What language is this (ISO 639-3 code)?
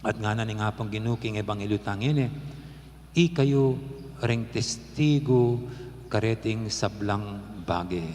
pam